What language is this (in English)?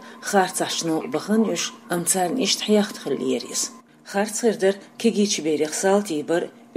Chechen